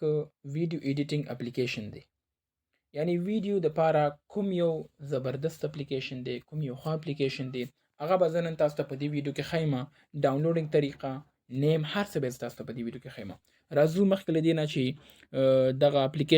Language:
Pashto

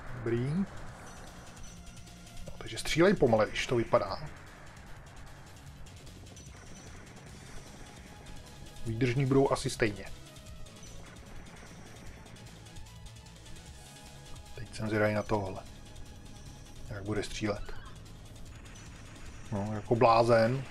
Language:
Czech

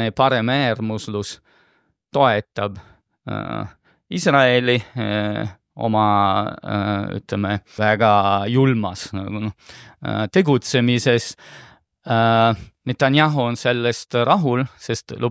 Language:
Estonian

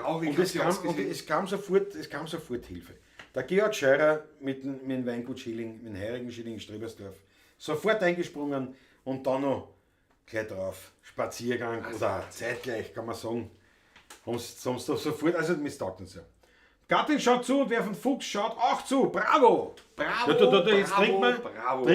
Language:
Bavarian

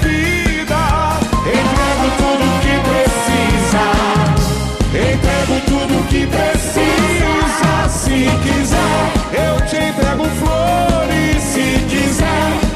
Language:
Portuguese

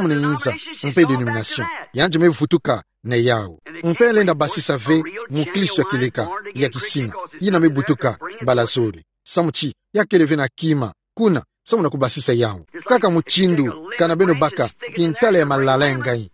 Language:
Kituba (Democratic Republic of Congo)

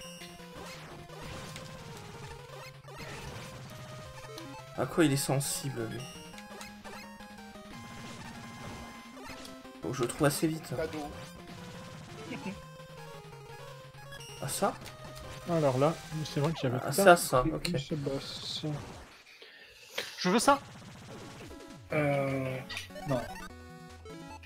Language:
French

